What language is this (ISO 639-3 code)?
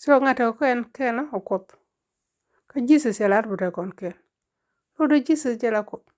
nus